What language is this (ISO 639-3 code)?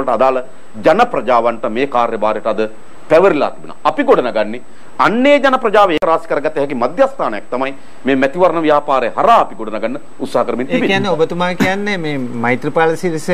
sin